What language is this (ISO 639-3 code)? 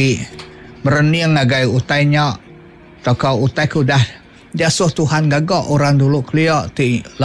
iba